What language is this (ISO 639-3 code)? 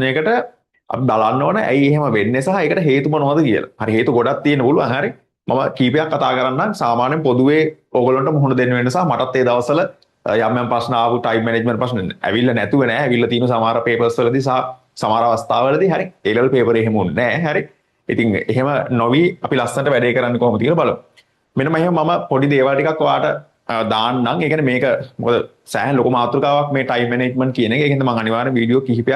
sin